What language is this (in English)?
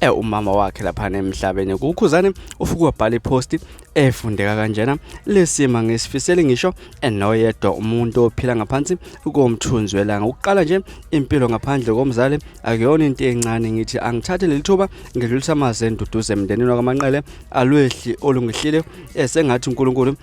Zulu